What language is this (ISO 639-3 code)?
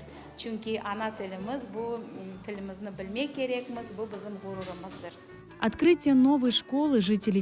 crh